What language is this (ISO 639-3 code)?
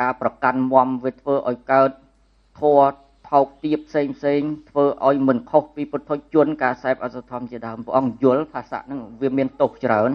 khm